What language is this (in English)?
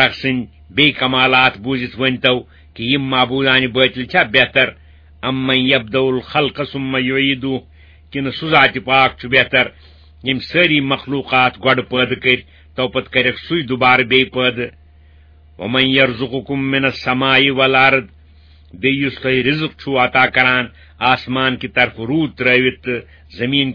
Kashmiri